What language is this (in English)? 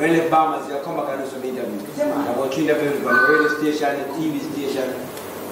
Jamaican Creole English